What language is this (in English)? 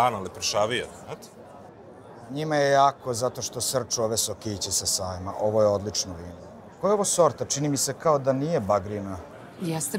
Serbian